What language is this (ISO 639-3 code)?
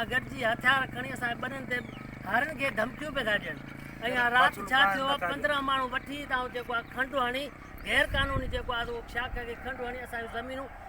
snd